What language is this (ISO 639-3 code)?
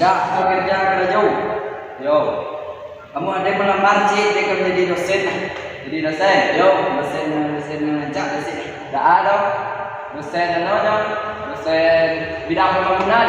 min